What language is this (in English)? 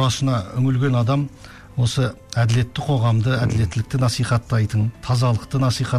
Kazakh